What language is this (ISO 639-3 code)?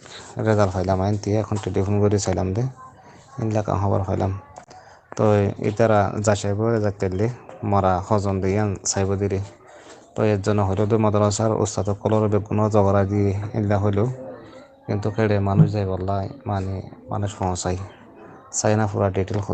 rhg